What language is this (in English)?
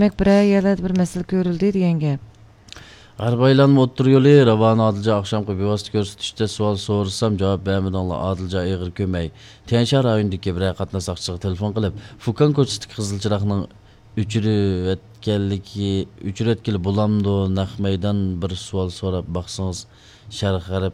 Uyghur